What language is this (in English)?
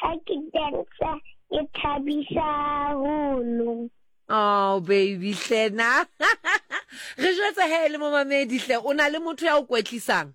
Southern Sotho